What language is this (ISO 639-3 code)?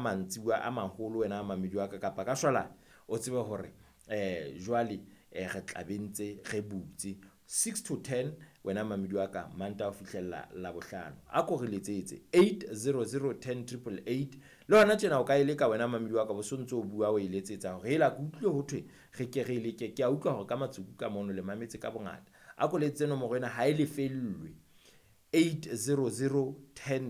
sot